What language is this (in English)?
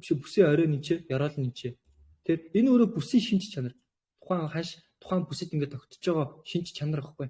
Mongolian